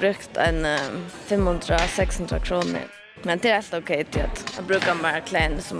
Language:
Faroese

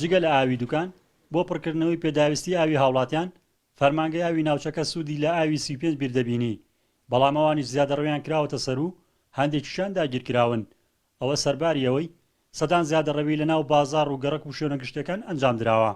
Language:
Central Kurdish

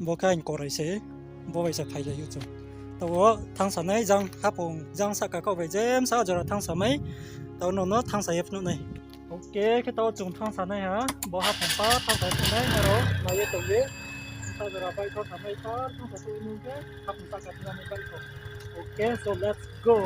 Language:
Riang (India)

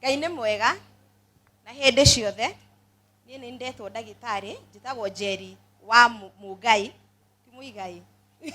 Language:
Kikuyu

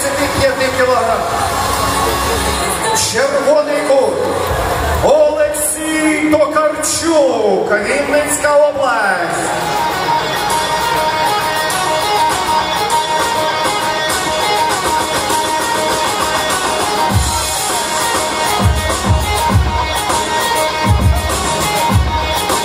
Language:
Ukrainian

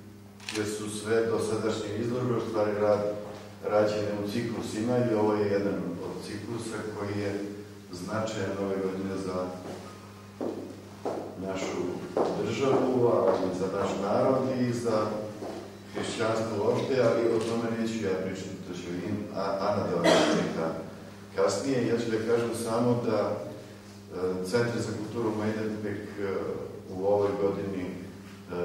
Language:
Serbian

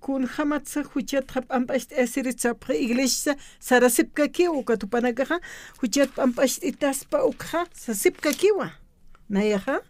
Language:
Aymara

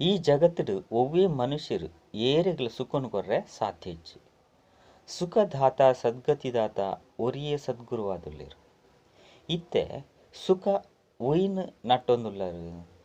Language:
Tulu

